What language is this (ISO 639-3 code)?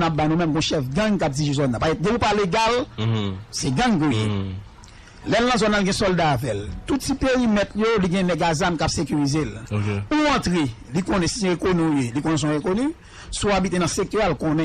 hat